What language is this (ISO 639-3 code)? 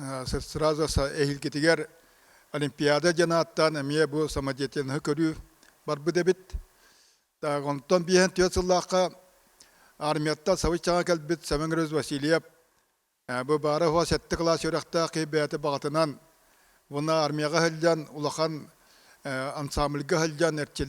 sah